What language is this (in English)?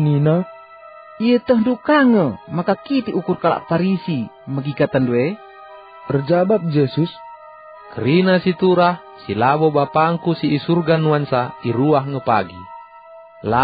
Batak Karo